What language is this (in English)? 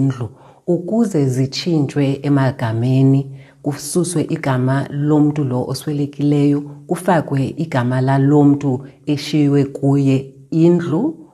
Xhosa